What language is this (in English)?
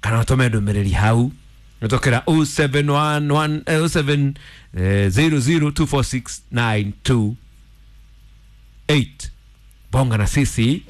Kikuyu